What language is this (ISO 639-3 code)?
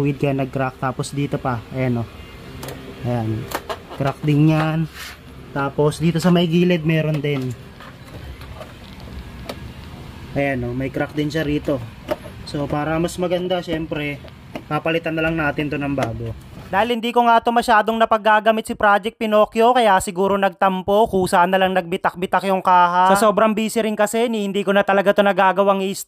fil